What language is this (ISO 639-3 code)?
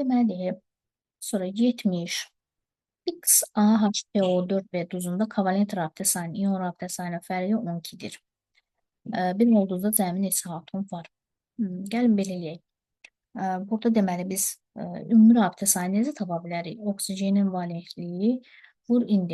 aze